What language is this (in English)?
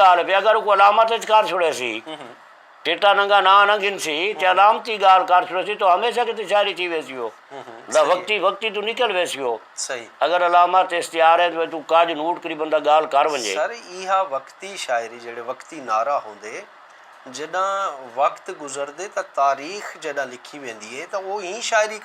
Saraiki